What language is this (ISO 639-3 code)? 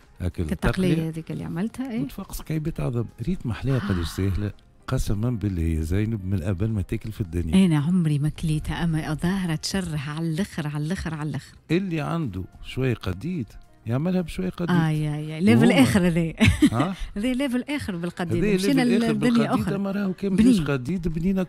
aeb